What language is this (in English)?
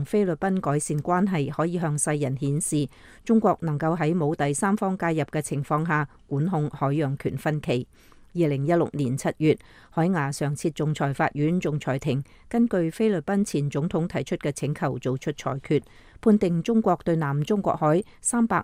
Cantonese